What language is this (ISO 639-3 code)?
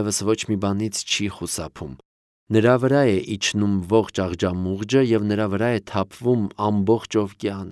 hye